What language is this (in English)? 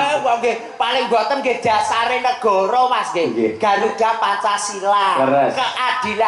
Javanese